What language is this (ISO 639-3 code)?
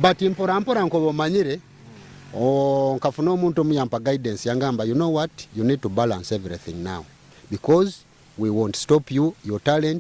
nyo